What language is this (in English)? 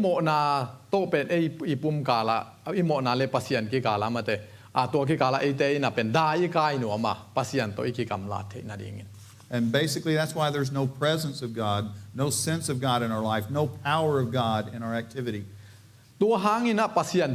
Tedim Chin